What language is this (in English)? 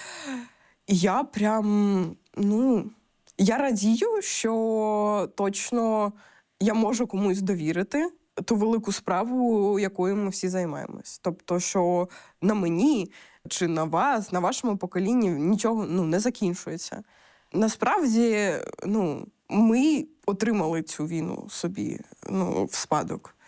Ukrainian